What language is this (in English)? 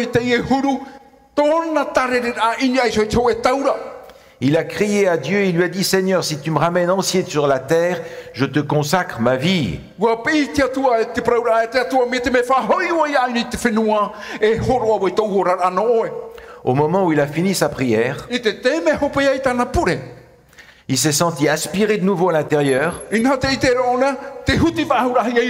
Tahitian